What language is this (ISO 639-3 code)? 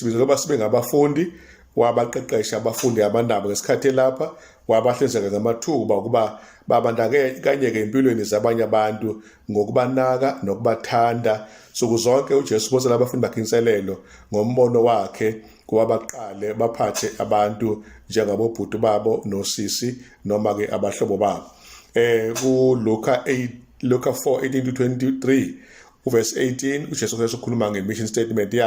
zul